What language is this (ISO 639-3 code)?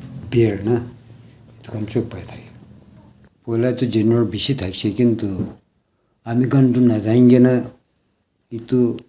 nag